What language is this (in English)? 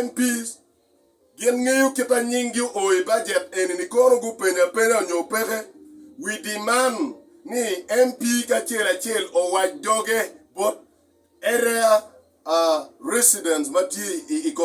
Acoli